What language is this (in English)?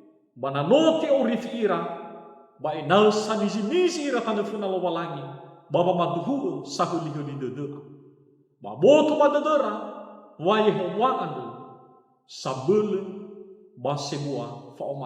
Nias